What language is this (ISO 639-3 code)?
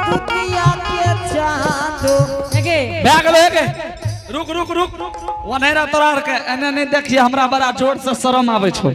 anp